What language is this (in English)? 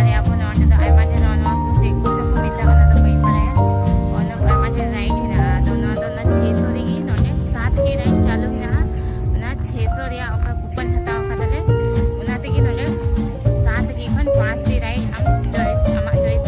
Santali